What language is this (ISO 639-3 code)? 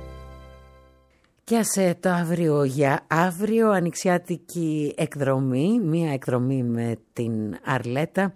ell